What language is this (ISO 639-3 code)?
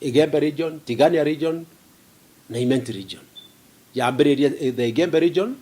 mer